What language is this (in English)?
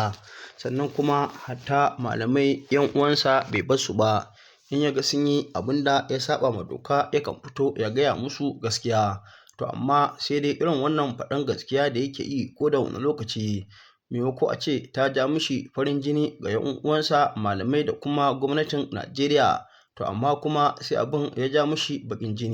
Hausa